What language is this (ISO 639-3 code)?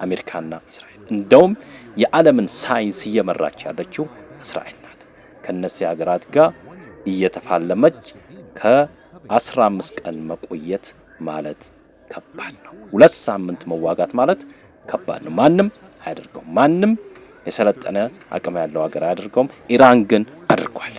amh